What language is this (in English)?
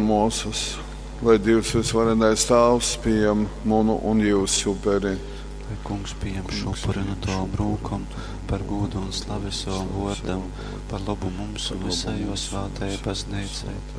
Latgalian